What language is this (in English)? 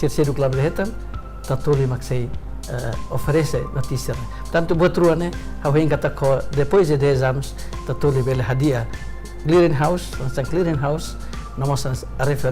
Tetum